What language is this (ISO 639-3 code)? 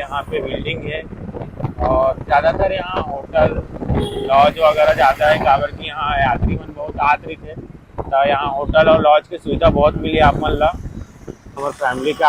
hne